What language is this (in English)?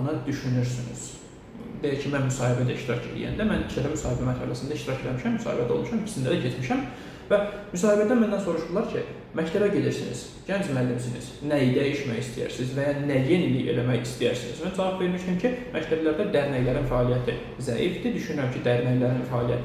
Azerbaijani